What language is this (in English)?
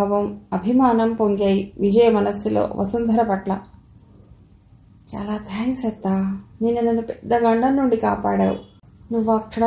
Telugu